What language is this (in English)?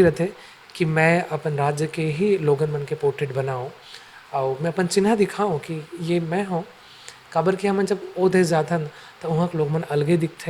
Chhattisgarhi